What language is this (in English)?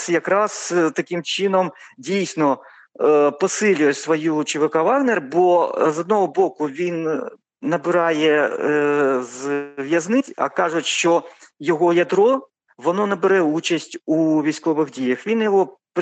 Ukrainian